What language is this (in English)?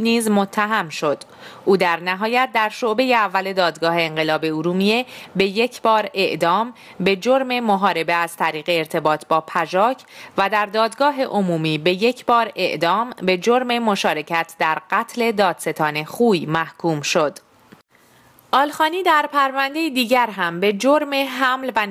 Persian